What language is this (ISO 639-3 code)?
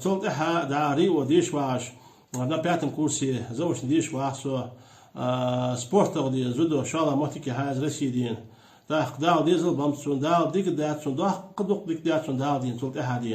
inh